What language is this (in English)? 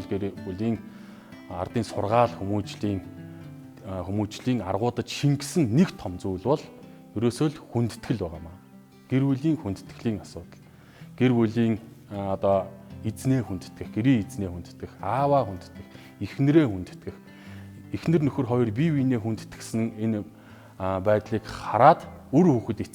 Mongolian